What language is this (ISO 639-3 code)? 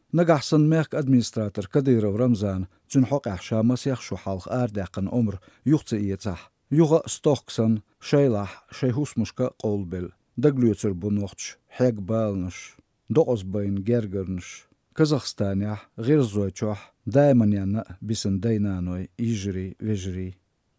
che